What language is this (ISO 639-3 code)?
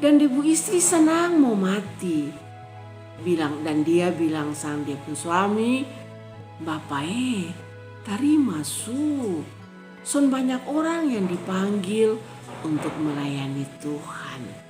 mkn